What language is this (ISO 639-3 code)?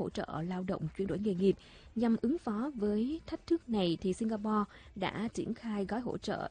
vie